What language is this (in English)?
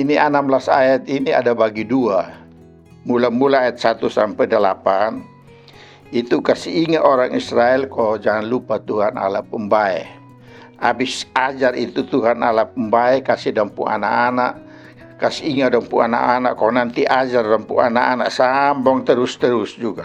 Kupang Malay